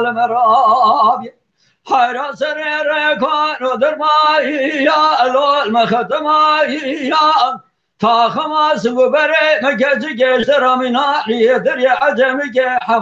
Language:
Kurdish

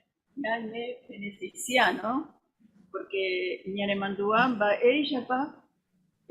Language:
Guarani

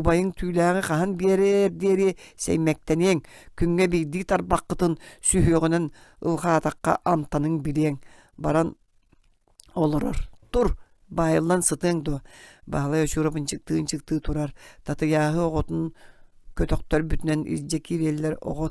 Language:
Yakut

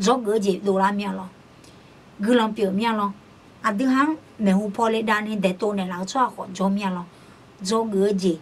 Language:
Akha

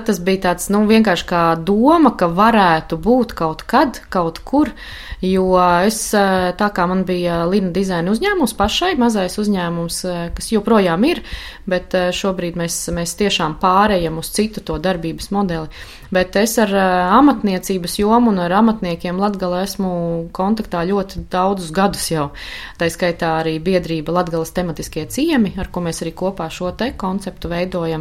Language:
Latvian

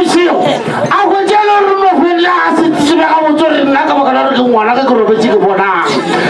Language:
Northern Sotho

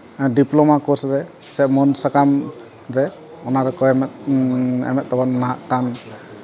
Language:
Santali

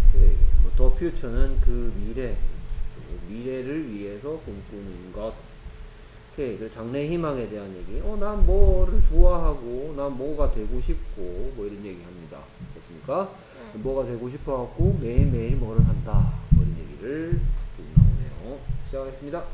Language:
Korean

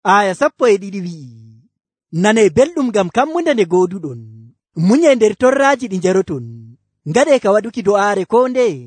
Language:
Nigerian Fulfulde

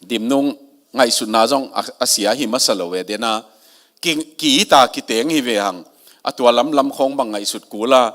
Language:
Tedim Chin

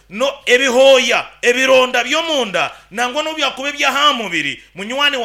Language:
Nyankole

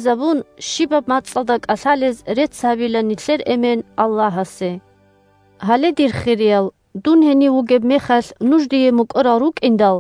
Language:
Avaric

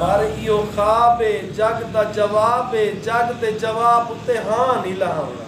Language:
Saraiki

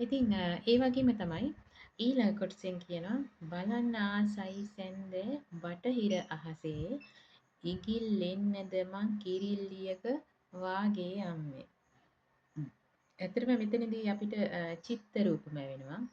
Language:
Sinhala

